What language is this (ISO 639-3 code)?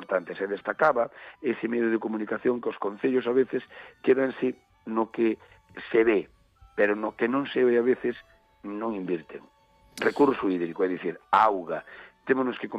glg